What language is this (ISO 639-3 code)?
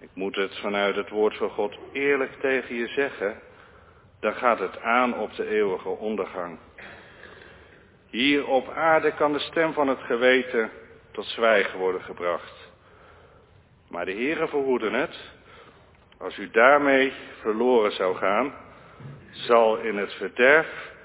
nld